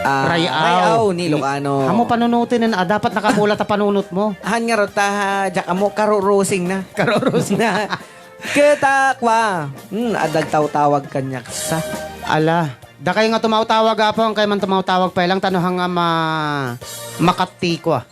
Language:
Iloko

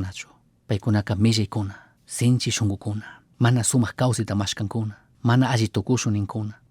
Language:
Chimborazo Highland Quichua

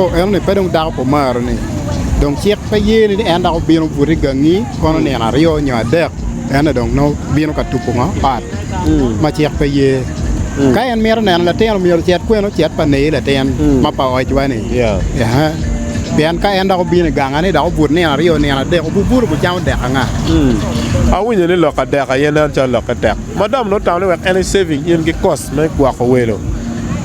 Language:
Acoli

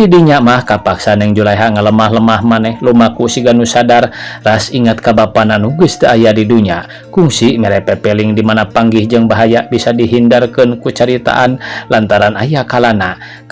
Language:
Sundanese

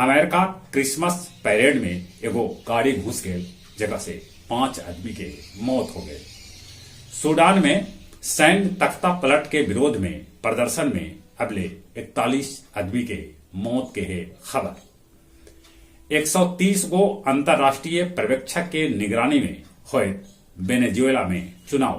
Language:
Magahi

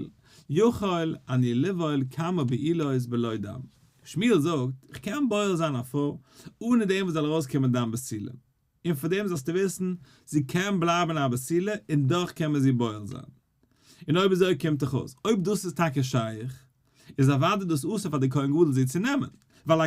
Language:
Yiddish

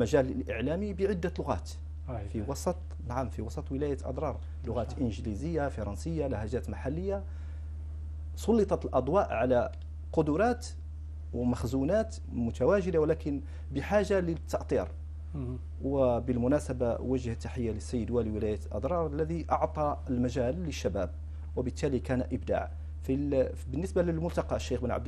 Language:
Arabic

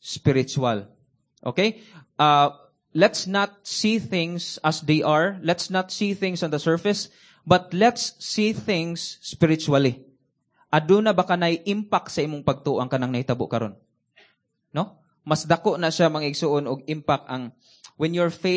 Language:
Cebuano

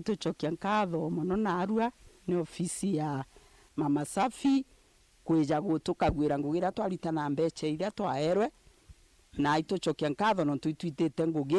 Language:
Meru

